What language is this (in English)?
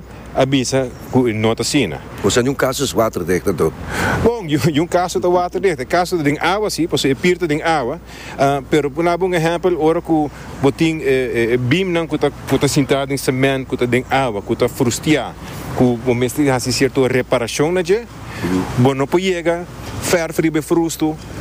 Papiamento